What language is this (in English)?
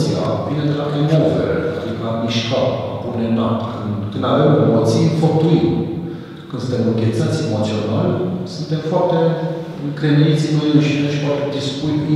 Romanian